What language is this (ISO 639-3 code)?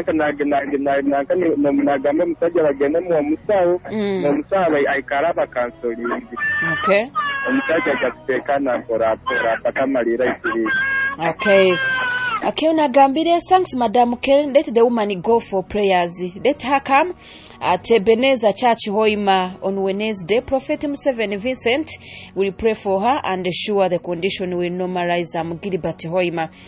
nyo